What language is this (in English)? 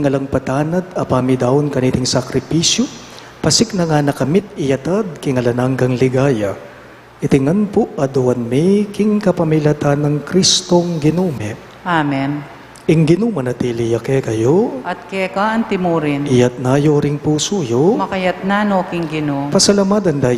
Pampanga